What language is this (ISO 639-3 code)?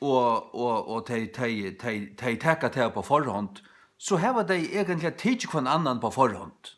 fao